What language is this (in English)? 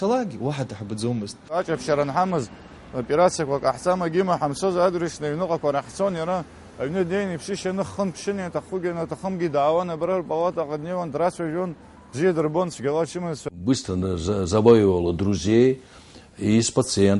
Abkhazian